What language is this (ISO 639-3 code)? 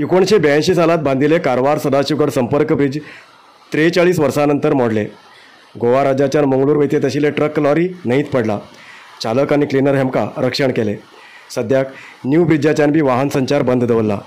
kok